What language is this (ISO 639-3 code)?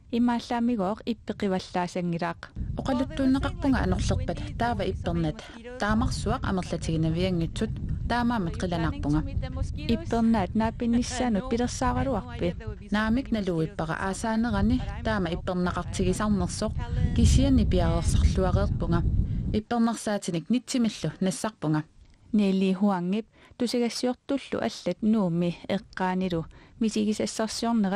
kal